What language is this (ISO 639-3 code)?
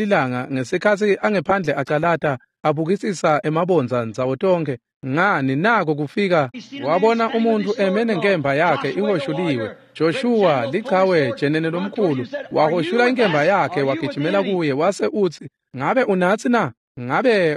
ssw